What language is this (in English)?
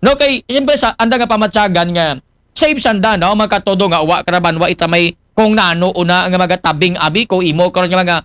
Aklanon